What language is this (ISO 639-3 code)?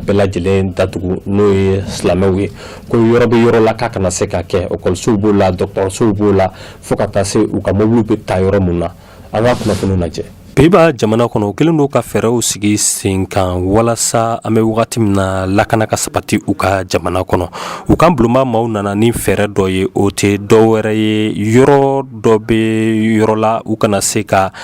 bam